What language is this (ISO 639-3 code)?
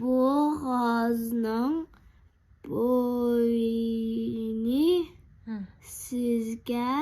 uig